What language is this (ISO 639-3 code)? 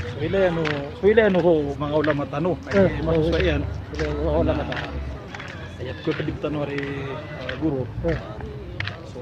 mrw